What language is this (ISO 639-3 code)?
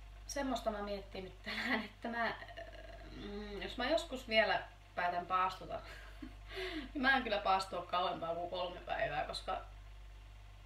fin